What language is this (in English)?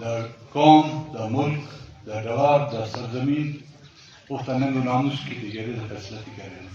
Brahui